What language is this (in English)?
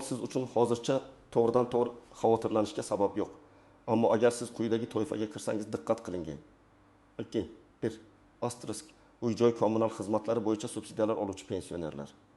Uzbek